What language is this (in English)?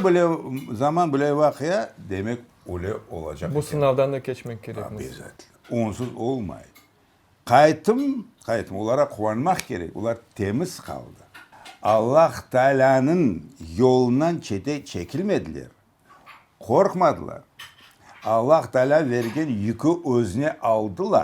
Crimean Tatar